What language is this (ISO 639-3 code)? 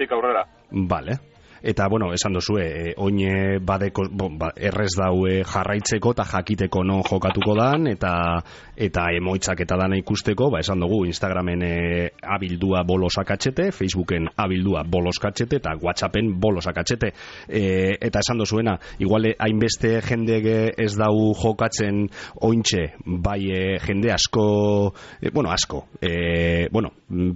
eus